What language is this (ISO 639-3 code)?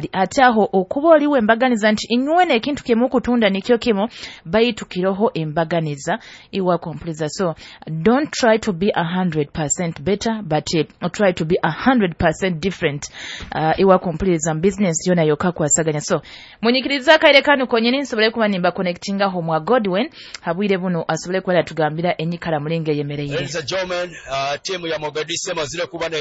nyo